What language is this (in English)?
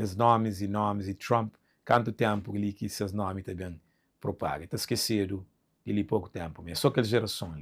Kabuverdianu